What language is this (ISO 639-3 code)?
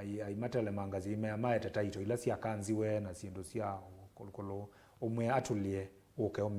kam